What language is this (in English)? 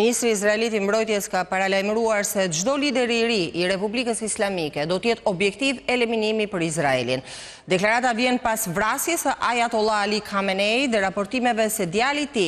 Albanian